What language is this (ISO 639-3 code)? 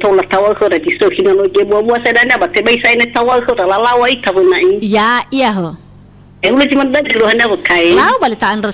nia